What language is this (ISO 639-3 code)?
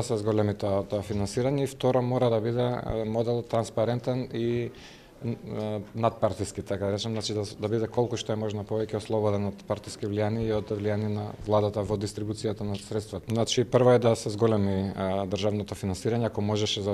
mkd